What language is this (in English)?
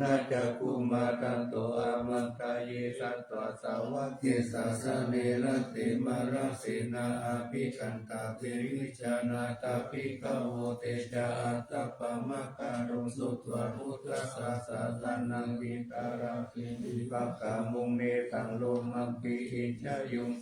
Pali